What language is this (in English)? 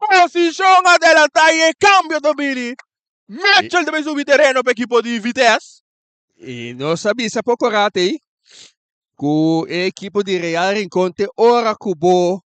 Papiamento